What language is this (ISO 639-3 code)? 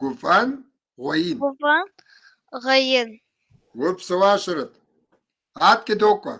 kbd